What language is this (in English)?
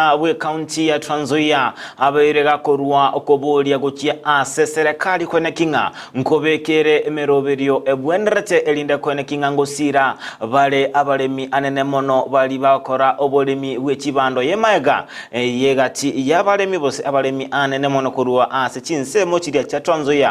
Gusii